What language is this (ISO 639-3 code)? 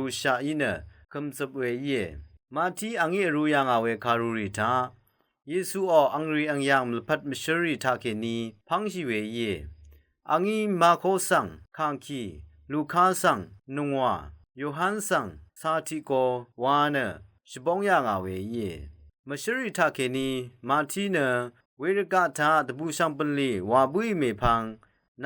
raw